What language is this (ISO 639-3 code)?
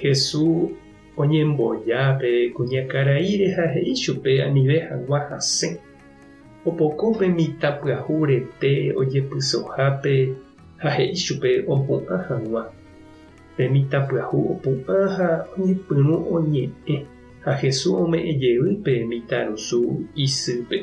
grn